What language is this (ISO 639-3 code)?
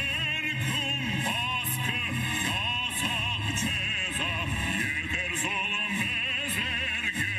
crh